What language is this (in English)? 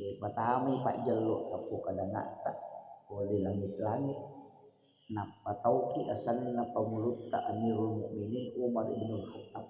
Buginese